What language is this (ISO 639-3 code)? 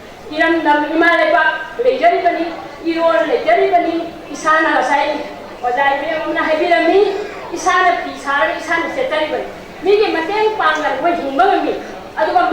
mni